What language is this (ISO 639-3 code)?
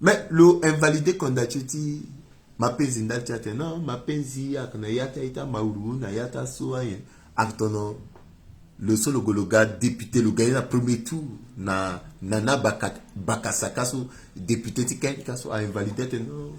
sag